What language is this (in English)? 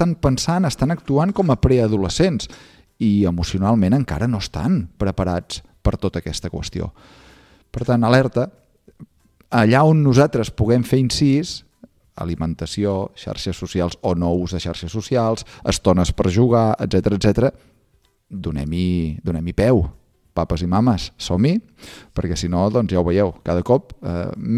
Catalan